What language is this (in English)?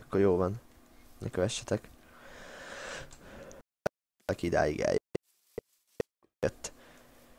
Hungarian